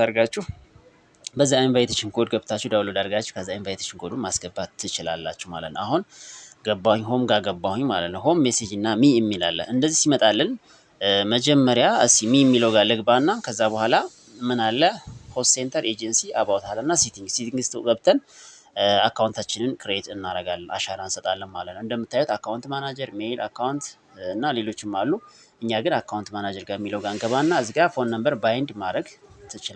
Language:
Amharic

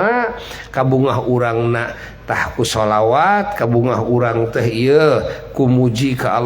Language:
Sundanese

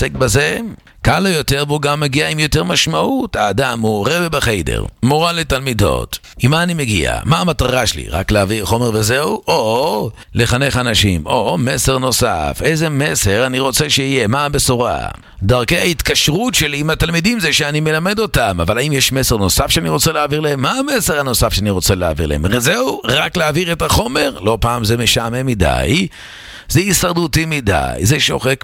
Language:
Hebrew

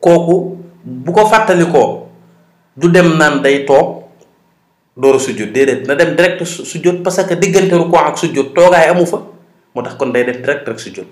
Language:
Wolof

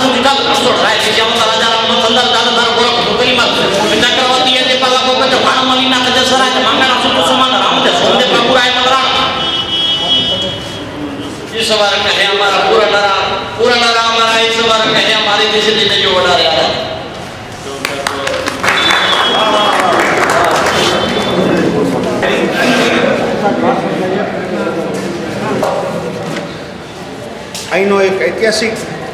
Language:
Gujarati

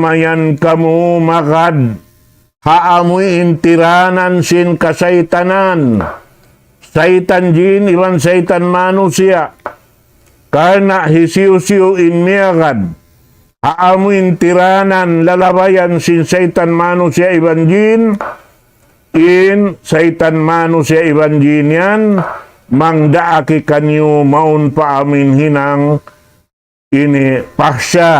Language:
Tausug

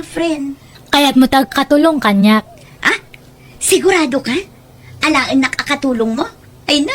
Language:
Iloko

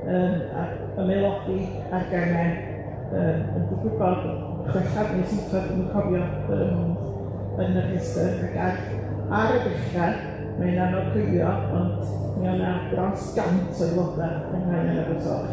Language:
Welsh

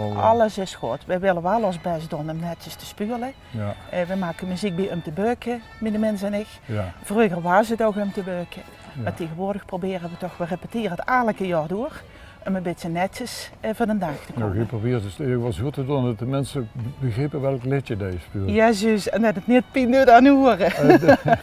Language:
Limburgish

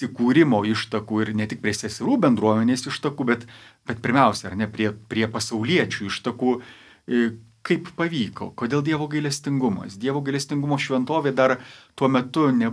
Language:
Lithuanian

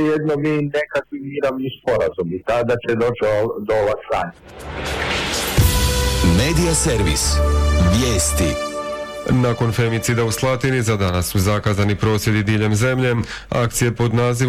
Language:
Croatian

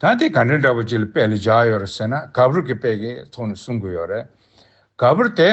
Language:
Tibetan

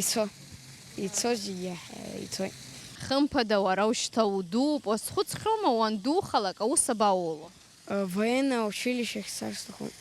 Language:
Abkhazian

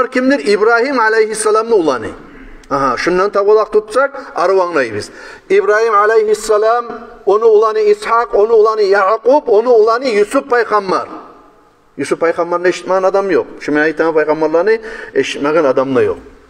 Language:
Kumyk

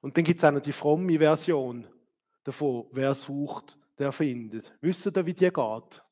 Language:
Swiss German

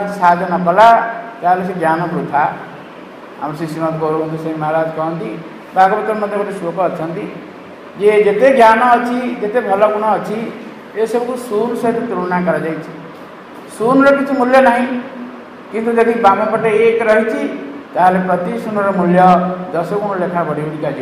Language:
Odia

